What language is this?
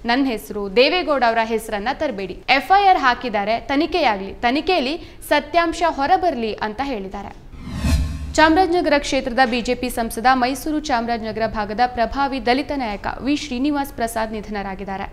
Kannada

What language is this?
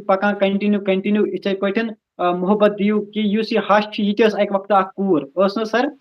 Kashmiri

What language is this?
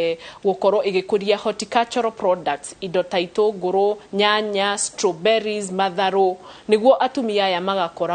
Kikuyu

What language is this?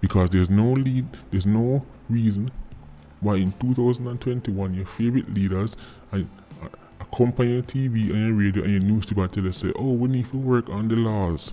Jamaican Creole English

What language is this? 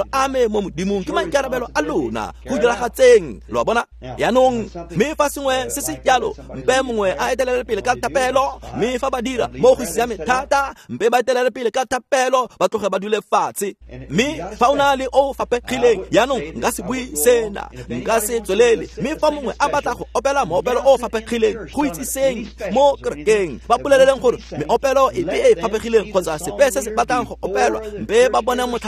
Tswana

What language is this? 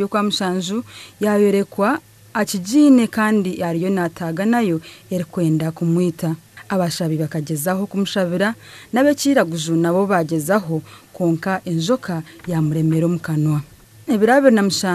Nyankole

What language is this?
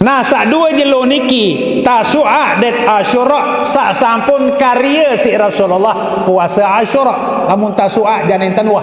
Sasak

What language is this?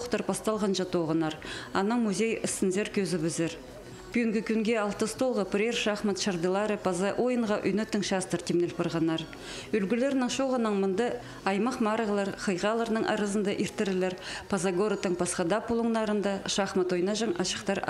Khakas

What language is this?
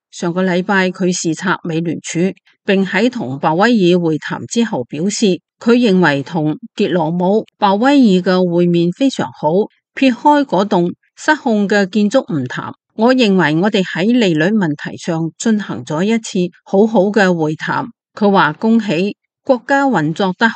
Cantonese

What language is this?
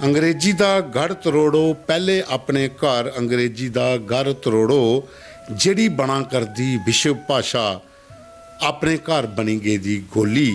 Dogri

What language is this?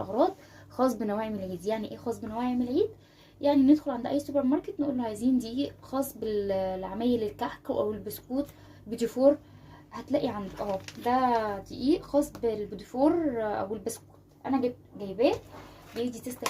Egyptian Arabic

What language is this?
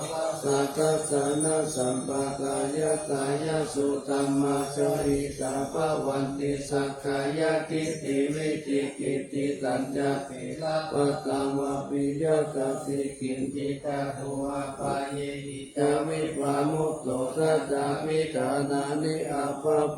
Pali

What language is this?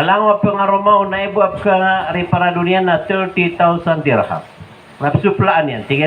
Maranao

